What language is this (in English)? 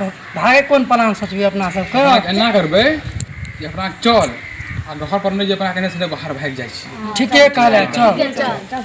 Maithili